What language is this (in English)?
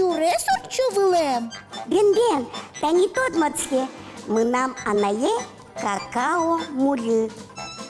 Udmurt